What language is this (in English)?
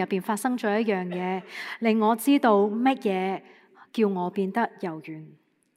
Cantonese